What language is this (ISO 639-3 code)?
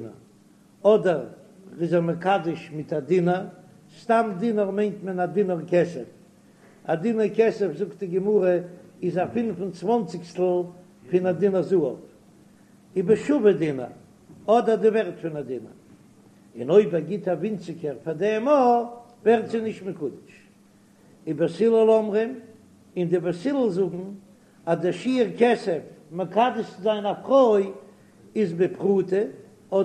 yid